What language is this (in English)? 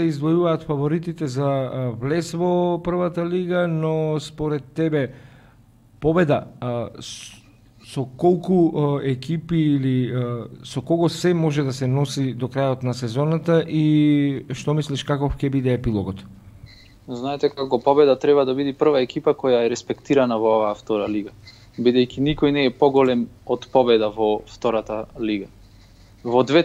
Macedonian